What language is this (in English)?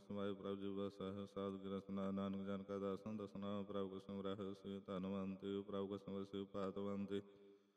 Punjabi